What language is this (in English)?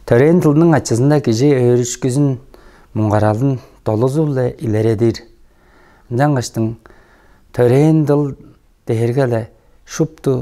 Tuvinian